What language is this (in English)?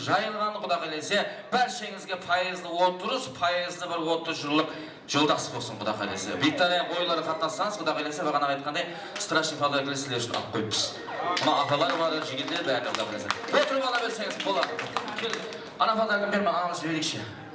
Kara-Kalpak